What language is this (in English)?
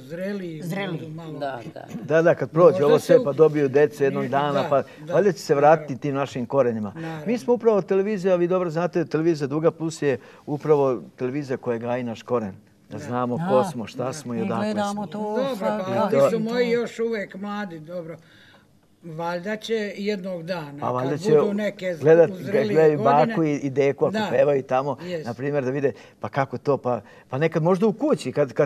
Serbian